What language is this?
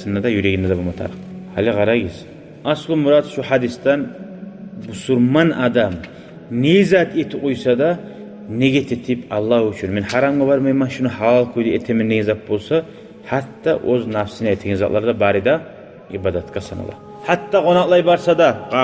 Kumyk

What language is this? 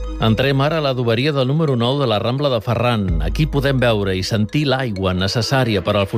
Catalan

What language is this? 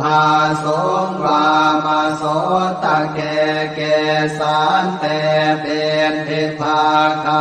Pali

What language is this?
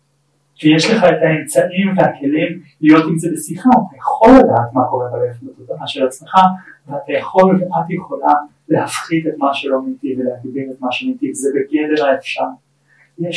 Hebrew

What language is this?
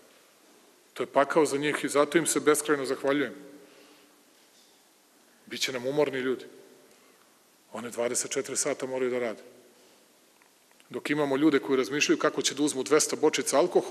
Serbian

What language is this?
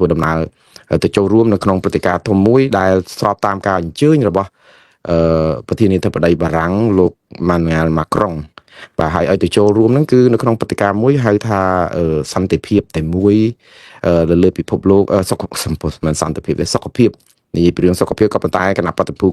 Khmer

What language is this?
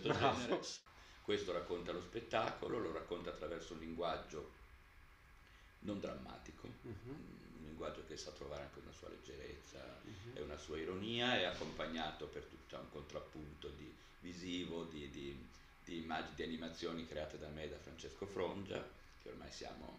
Italian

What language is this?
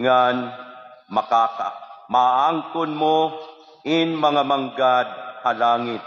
Waray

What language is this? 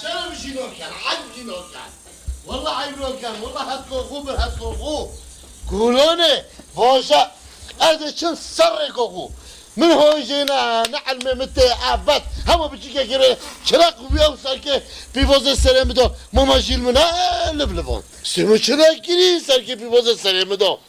Kurdish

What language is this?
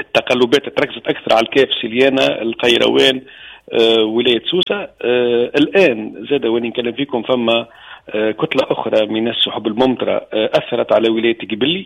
Tunisian Arabic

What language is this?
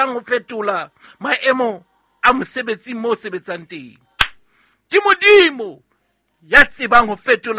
Southern Sotho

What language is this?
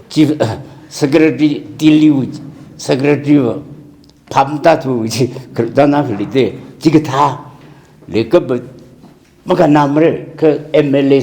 Tangkhul Naga (India)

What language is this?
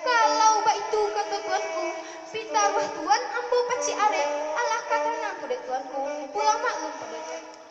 Minangkabau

